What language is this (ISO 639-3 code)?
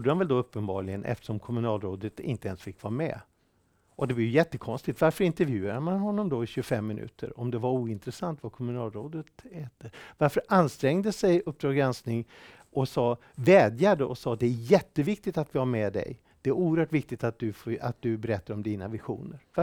swe